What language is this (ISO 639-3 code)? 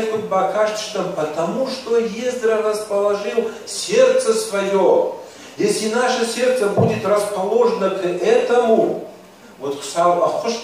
oss